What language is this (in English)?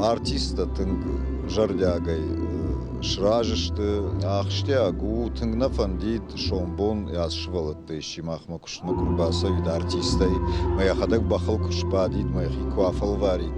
Ossetic